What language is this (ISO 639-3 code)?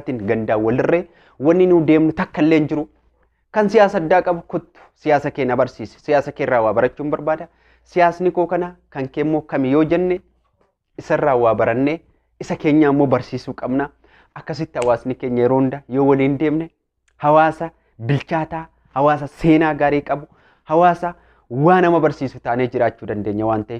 orm